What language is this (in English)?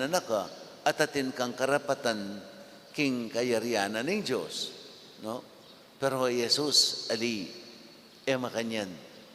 Pampanga